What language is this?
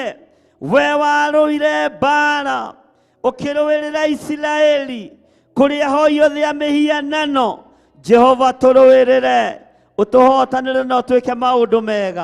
Kikuyu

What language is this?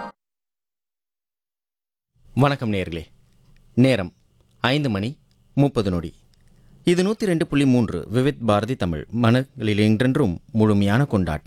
Tamil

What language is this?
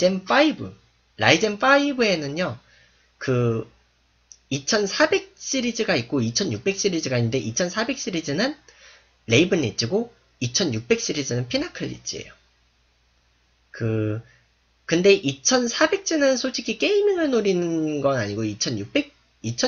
Korean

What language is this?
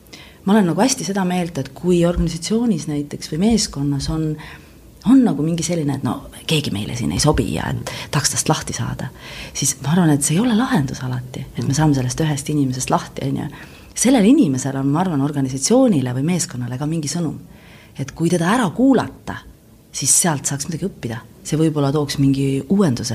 Estonian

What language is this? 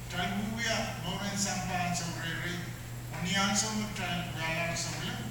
Pohnpeian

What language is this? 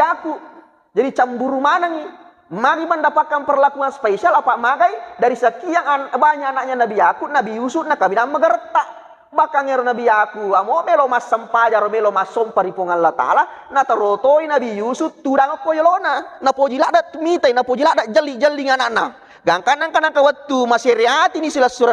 Buginese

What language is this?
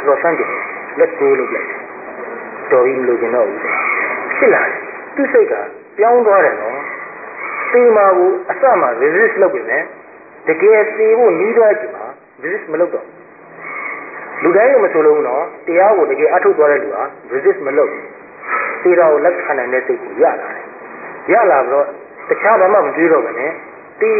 Burmese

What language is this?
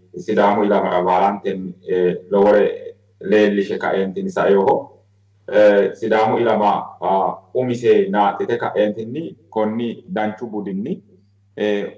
Sidamo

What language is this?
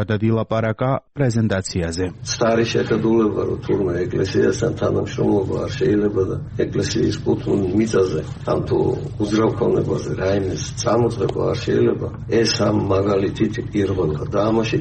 Georgian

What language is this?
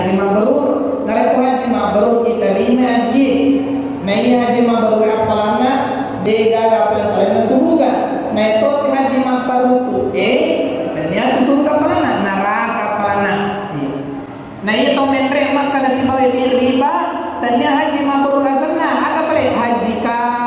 Buginese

